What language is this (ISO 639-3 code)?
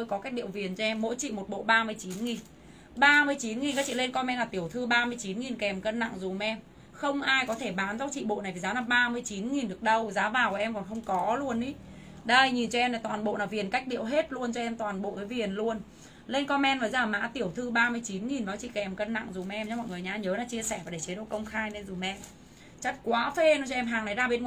vie